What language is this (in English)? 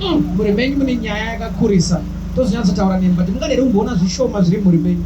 Shona